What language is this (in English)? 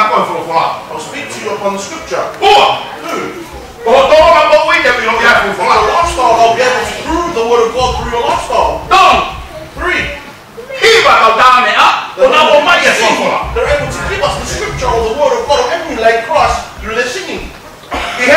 Tongan